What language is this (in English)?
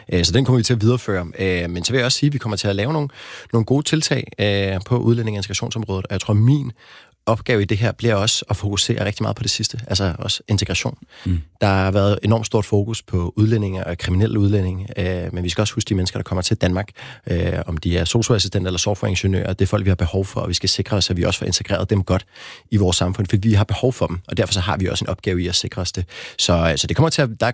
Danish